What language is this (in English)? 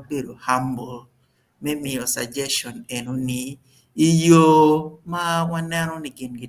Acoli